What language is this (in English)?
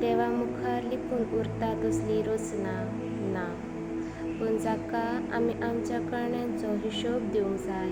Konkani